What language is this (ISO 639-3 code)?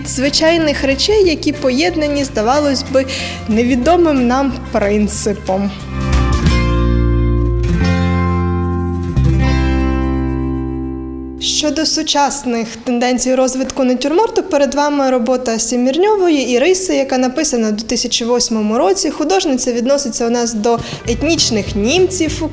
ukr